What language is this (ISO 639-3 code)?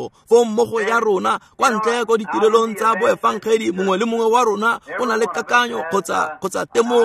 tsn